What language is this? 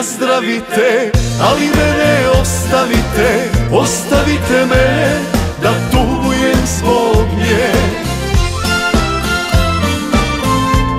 Croatian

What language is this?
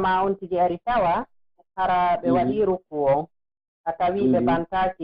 Pular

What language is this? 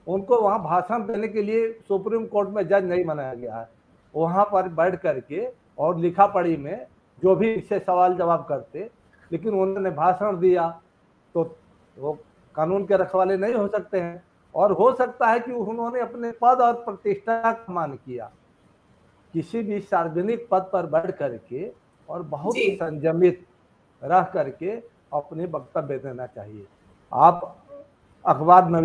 Hindi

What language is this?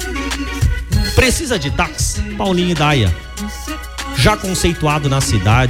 Portuguese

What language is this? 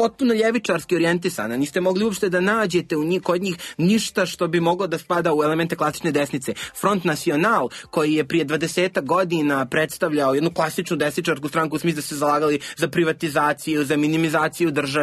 Serbian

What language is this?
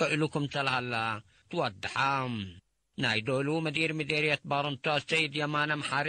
Tigre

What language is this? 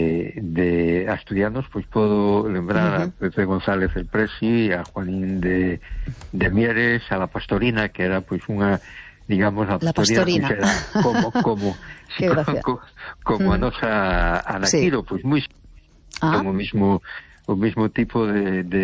Galician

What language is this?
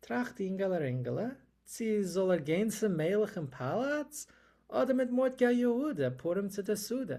Yiddish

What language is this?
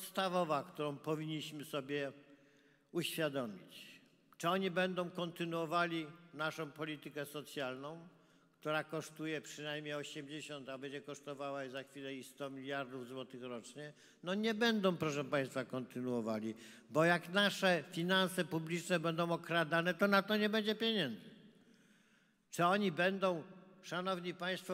Polish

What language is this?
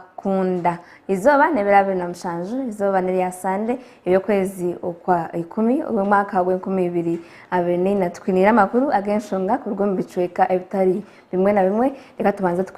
Nyankole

